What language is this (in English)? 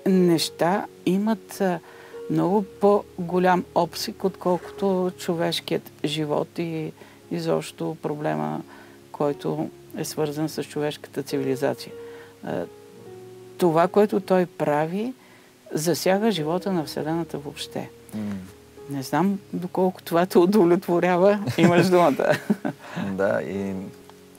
Bulgarian